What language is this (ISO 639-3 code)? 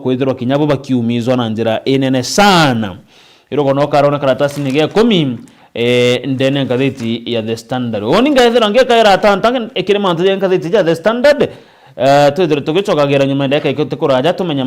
mer